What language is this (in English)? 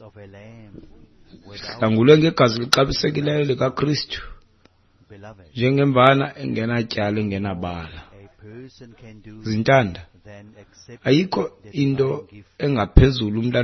Xhosa